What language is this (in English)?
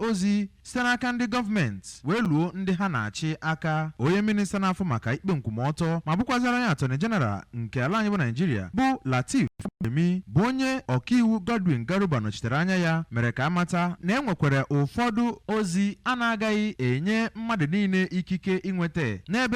Igbo